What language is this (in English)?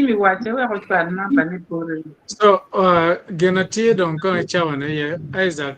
Acoli